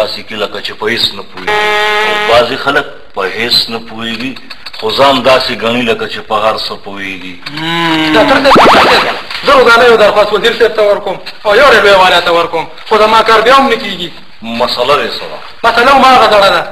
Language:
Pashto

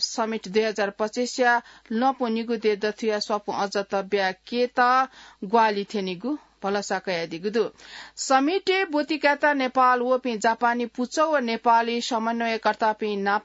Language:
Newari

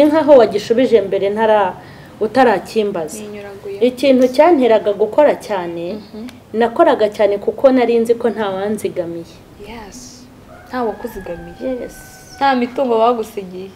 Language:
Kinyarwanda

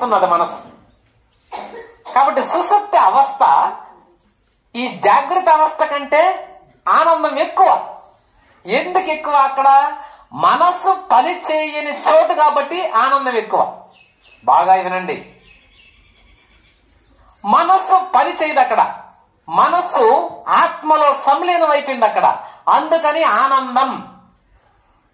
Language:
Telugu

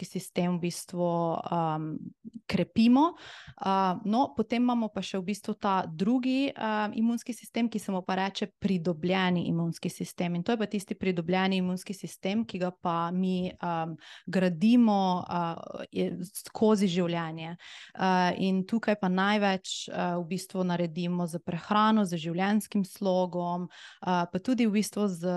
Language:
Slovenian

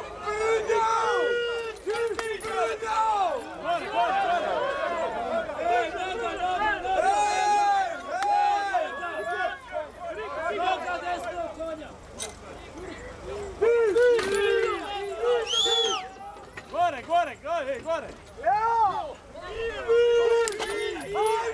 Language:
Croatian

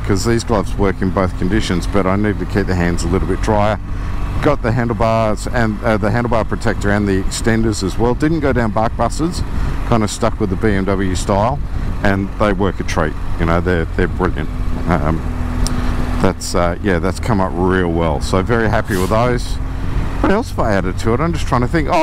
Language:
English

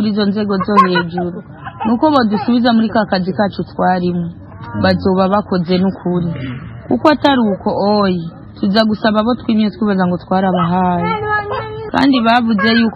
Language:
Rundi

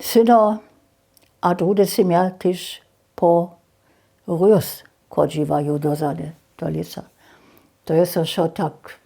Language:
Upper Sorbian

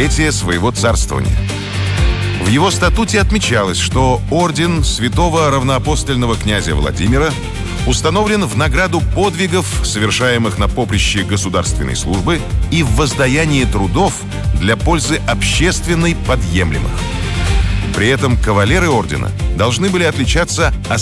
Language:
Russian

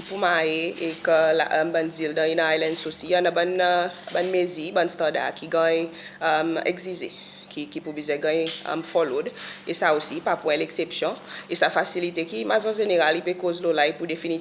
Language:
Seselwa Creole French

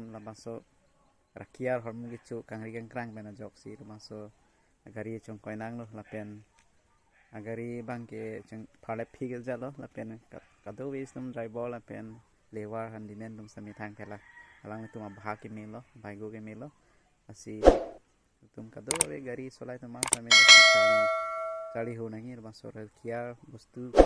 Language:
Karbi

